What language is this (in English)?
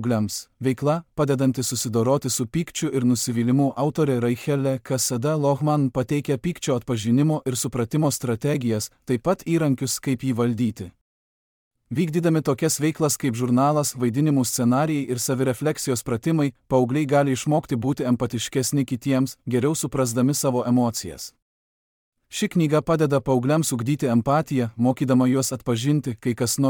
Lithuanian